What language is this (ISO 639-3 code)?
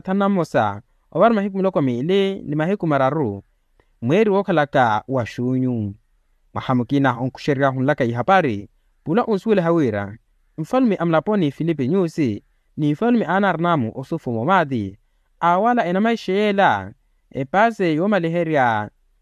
vmw